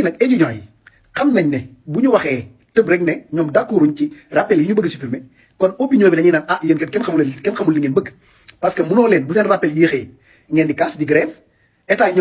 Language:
Wolof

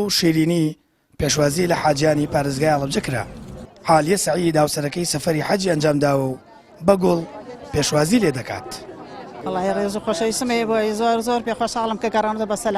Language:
Central Kurdish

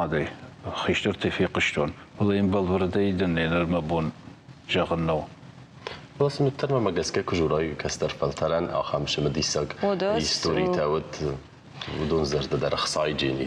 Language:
Ossetic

